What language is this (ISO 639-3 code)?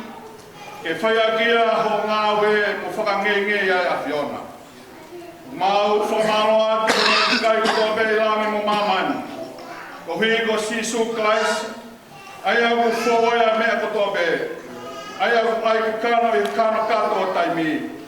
ton